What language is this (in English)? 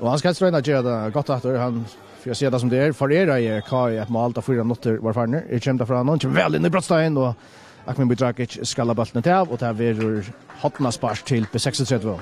Faroese